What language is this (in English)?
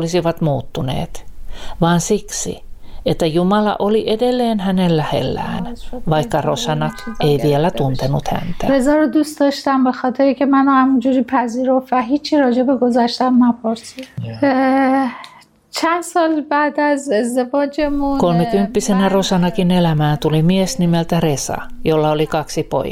Finnish